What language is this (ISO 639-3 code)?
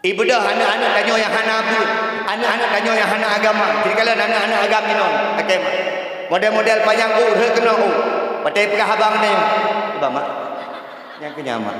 ace